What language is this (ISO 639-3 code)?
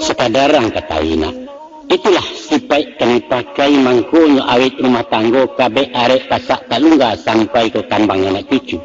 min